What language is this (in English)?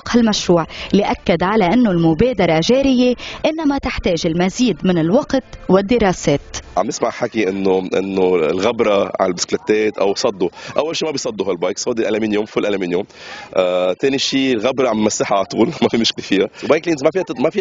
North Levantine Arabic